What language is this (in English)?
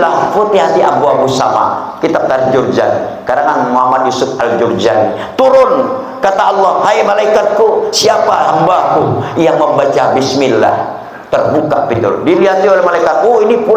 Banjar